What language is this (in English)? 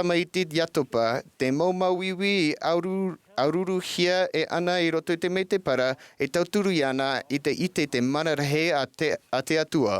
Tahitian